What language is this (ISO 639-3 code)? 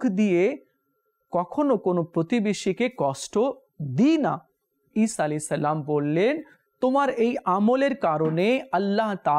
ben